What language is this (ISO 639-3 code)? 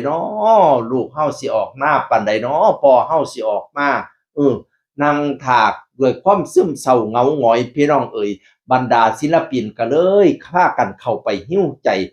tts